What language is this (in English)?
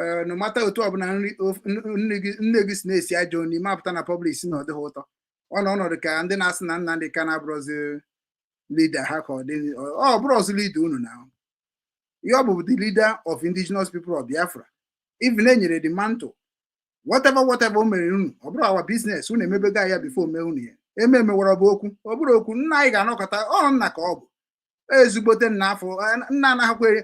Igbo